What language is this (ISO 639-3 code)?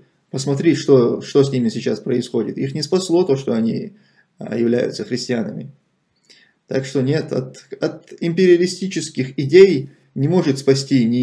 rus